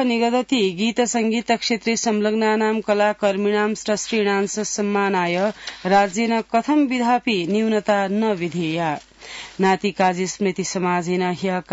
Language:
Sanskrit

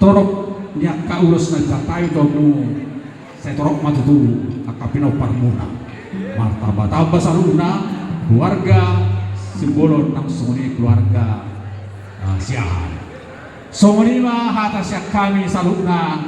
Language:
Batak Toba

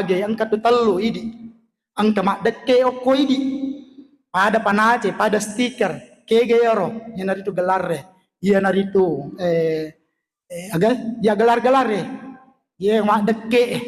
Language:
Buginese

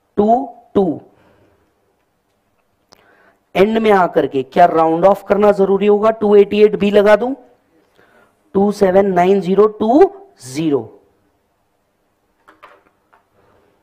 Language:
Hindi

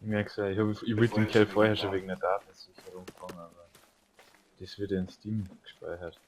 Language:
Bavarian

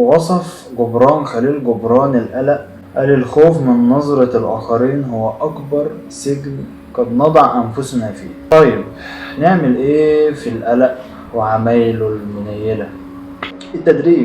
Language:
Egyptian Arabic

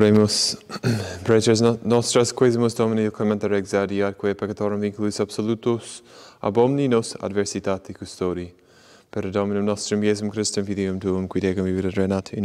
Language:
Latin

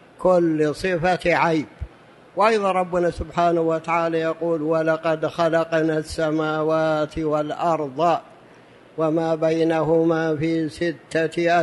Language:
Arabic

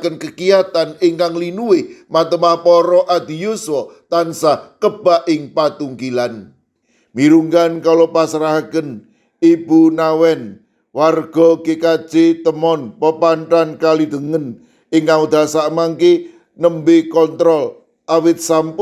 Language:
Javanese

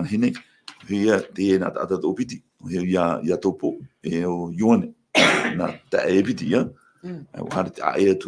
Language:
Tahitian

